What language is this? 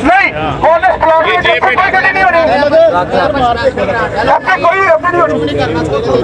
Punjabi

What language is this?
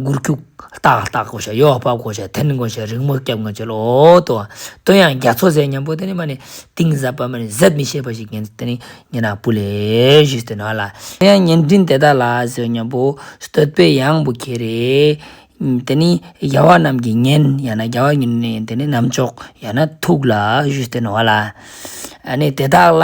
Ladakhi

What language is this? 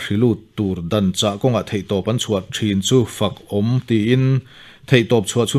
Mizo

